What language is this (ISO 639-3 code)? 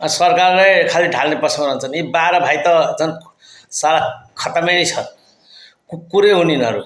nep